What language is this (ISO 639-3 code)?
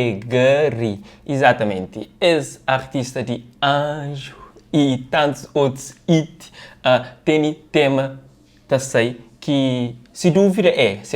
kea